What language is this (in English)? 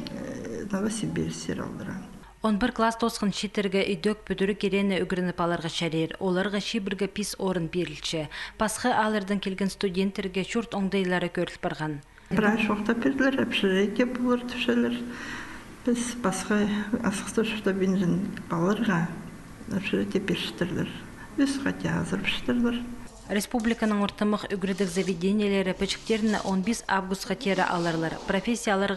Khakas